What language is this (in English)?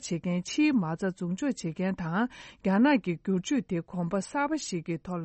Tibetan